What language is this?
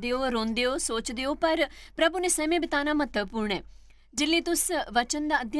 Dogri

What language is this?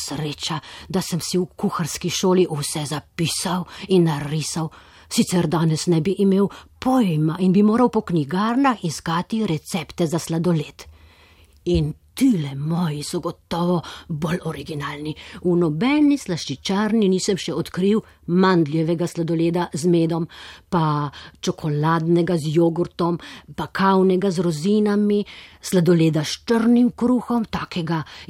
Slovenian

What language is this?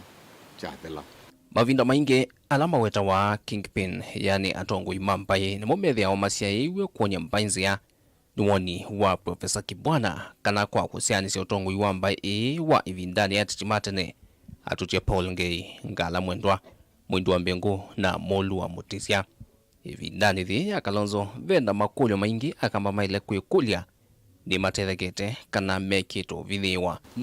Kamba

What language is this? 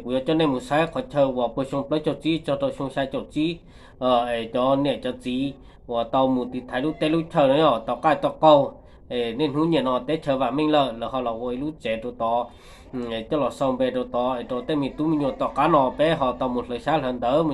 Hmong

